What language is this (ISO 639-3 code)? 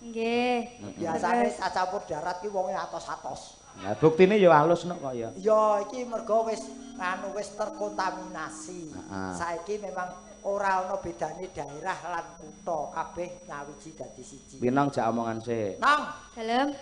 jav